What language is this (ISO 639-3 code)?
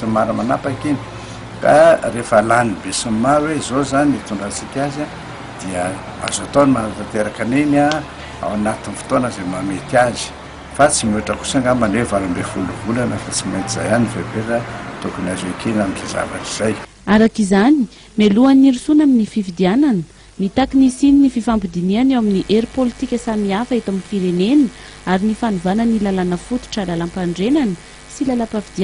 mlg